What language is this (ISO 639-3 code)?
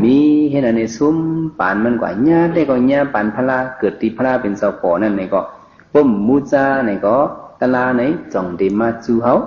shn